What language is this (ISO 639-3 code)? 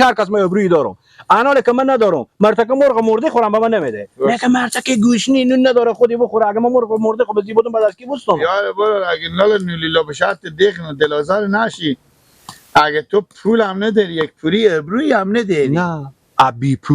fas